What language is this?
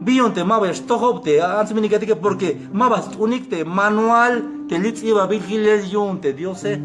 Tzeltal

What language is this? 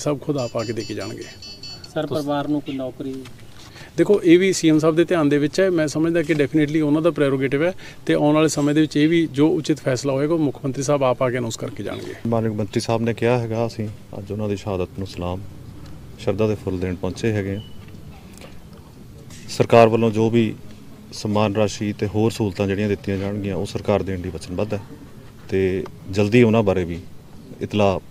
Punjabi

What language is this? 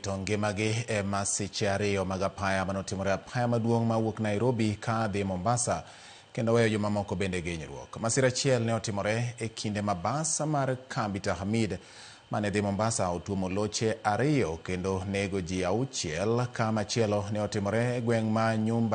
Luo (Kenya and Tanzania)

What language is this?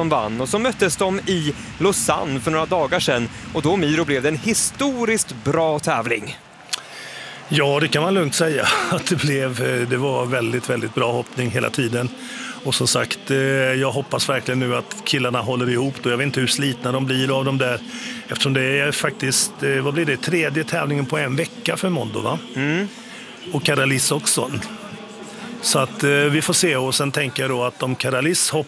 Swedish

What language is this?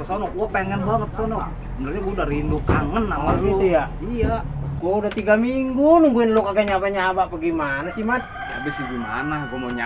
Betawi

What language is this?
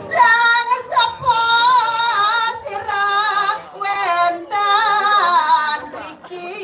Balinese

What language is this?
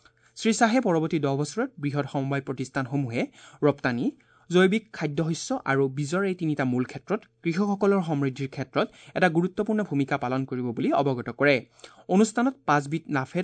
Assamese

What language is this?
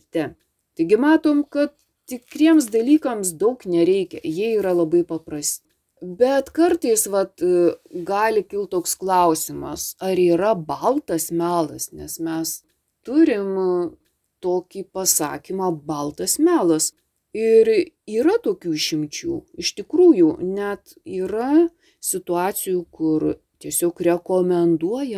Lithuanian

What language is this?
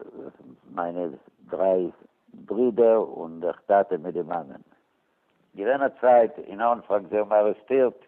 Yiddish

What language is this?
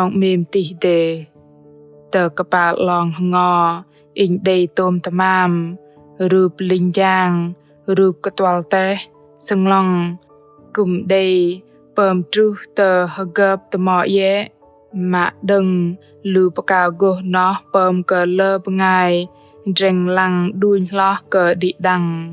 Bahnar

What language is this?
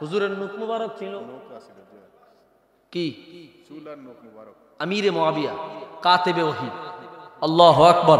Sylheti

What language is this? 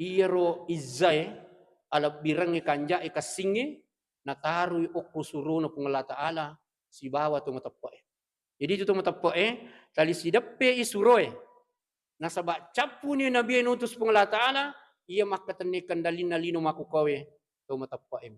Buginese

